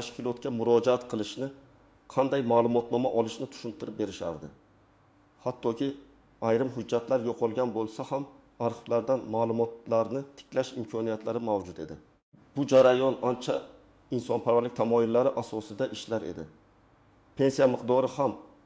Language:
Uzbek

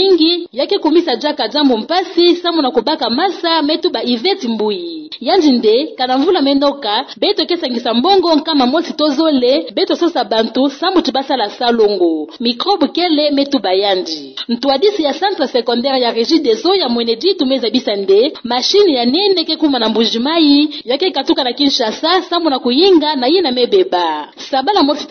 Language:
Kituba (Democratic Republic of Congo)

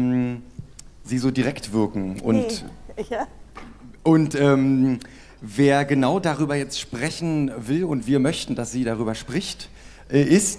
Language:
German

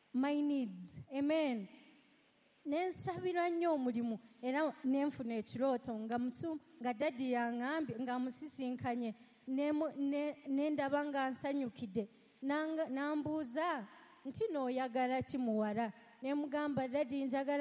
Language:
Ganda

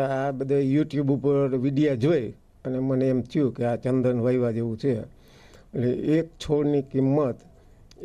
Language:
Gujarati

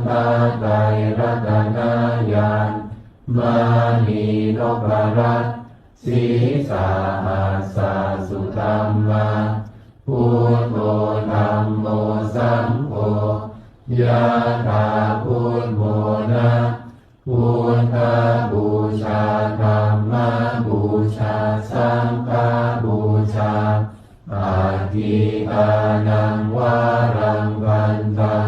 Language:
Pali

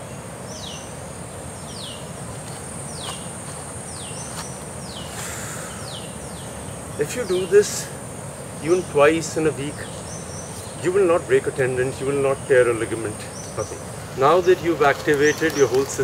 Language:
English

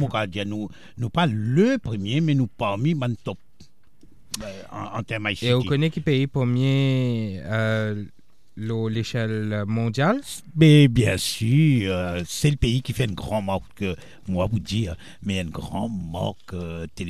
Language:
French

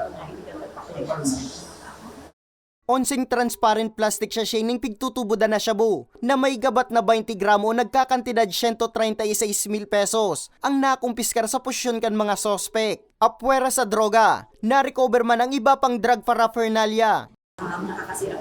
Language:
Bikol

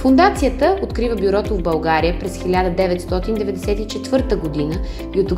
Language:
Bulgarian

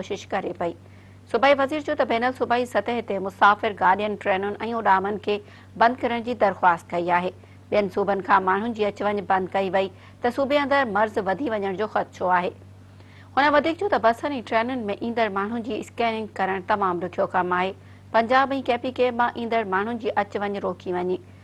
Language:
Sindhi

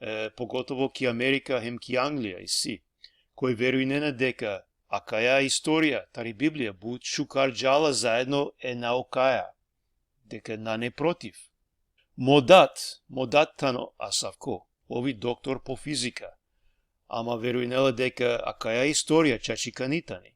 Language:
Balkan Romani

